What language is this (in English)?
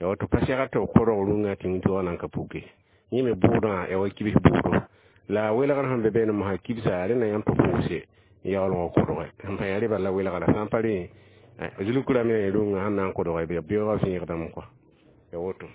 Mossi